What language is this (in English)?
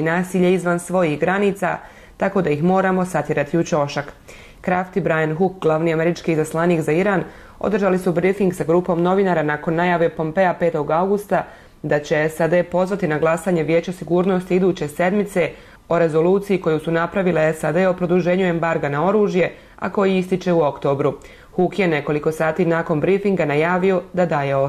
Bosnian